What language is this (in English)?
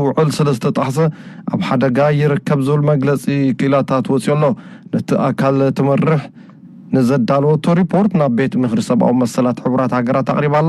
Tigrinya